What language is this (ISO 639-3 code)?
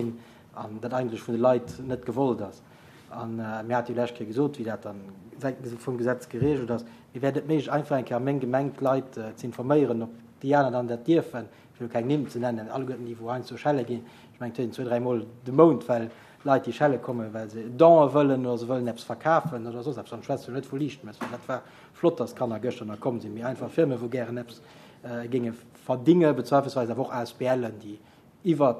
ltz